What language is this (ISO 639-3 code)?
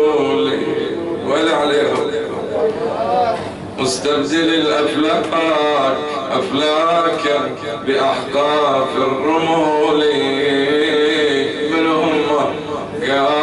ara